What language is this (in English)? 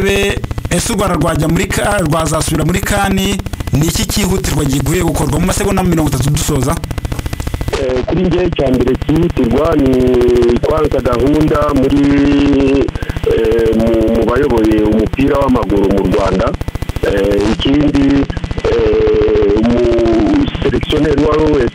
Kinyarwanda